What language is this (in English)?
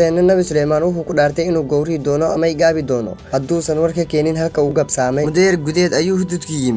Somali